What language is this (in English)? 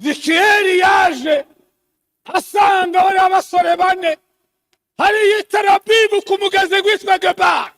Rundi